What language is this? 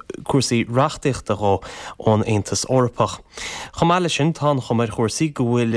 Irish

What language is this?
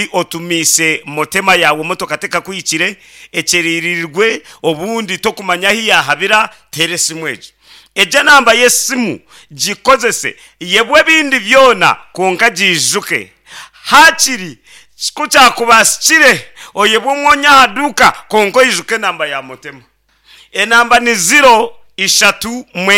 Nyankole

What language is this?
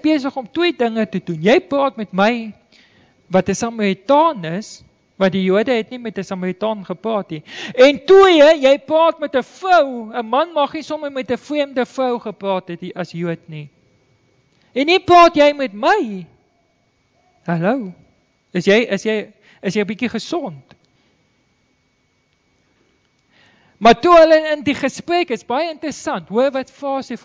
Afrikaans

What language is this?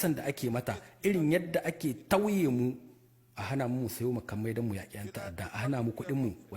Hausa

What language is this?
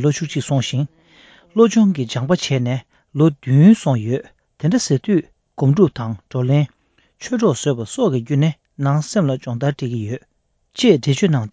Tibetan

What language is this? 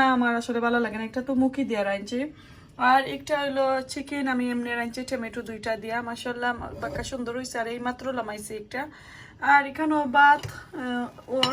Sylheti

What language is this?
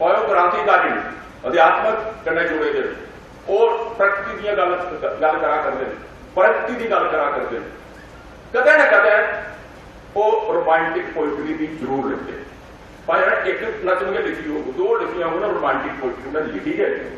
Dogri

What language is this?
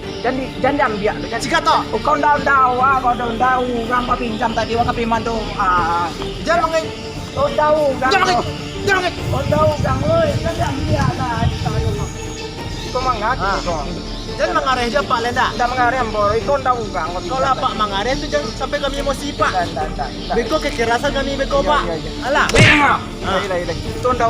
Minangkabau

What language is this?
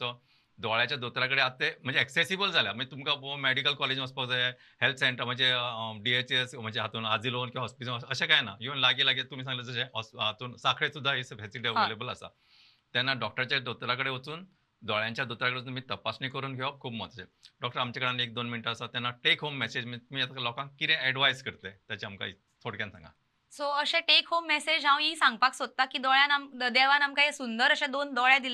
Konkani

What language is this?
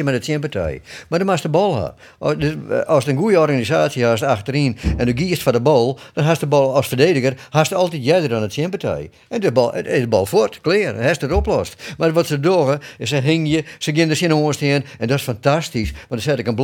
Western Frisian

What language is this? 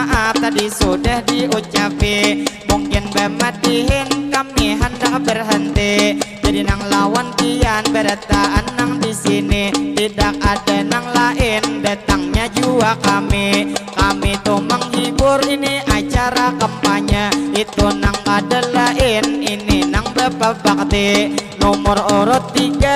Banjar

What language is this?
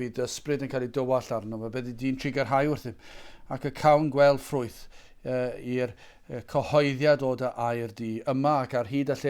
Welsh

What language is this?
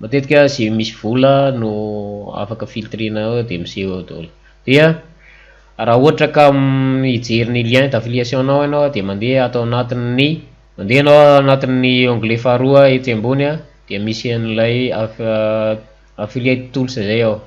Malagasy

